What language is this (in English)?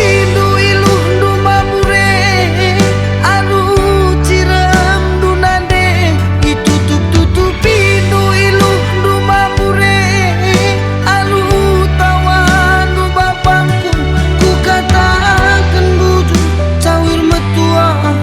Batak Karo